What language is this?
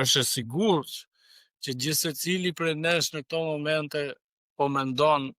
Albanian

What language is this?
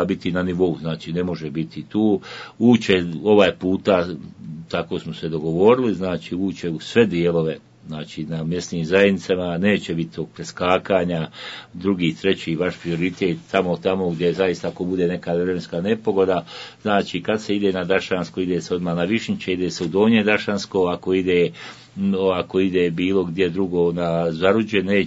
Bosnian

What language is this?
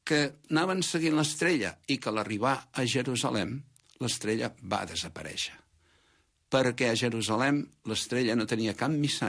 Catalan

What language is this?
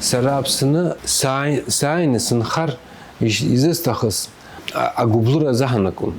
Abkhazian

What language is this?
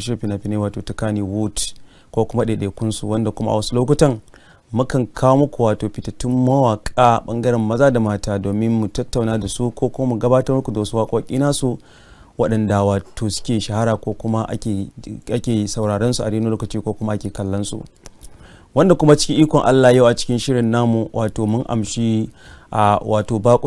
Hausa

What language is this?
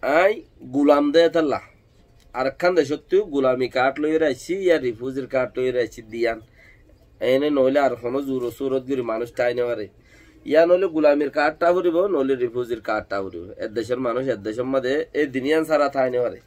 Rohingya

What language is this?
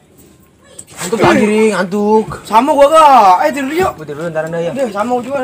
Betawi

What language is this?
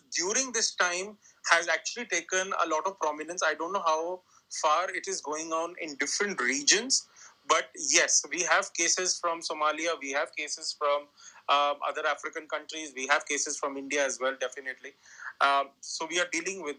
English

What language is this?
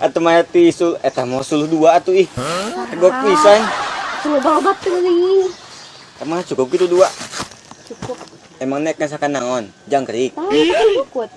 Sundanese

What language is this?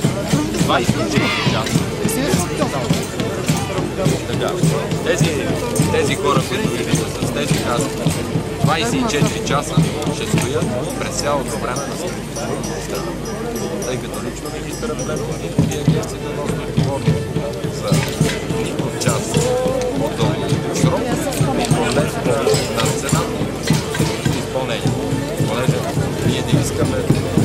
Bulgarian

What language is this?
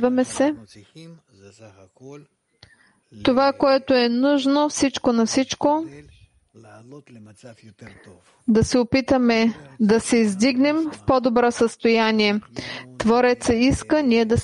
Bulgarian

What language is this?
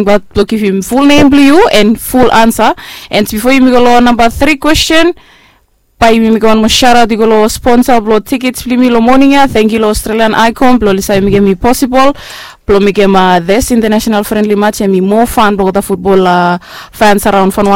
Bislama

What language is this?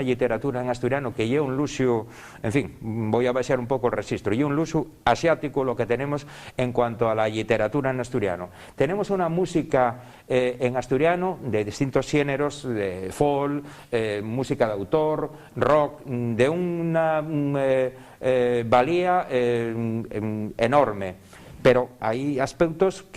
Asturian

